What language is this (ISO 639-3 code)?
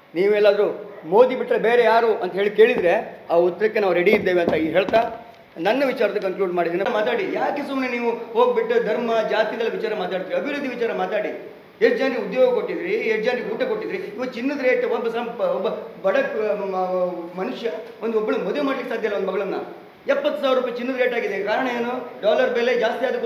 kan